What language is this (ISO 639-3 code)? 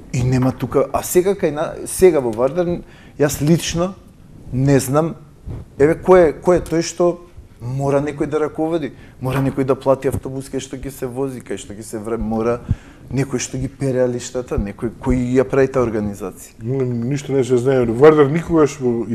mkd